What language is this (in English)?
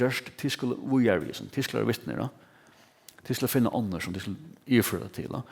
Faroese